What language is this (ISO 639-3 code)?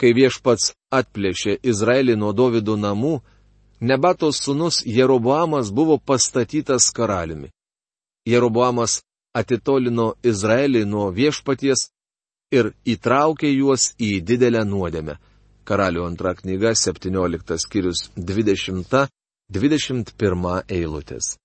lit